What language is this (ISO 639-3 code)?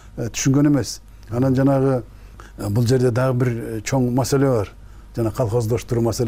kir